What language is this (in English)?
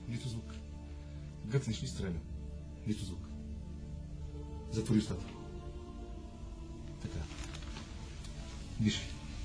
Bulgarian